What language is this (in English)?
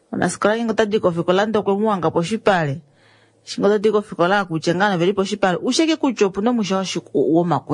Kuanyama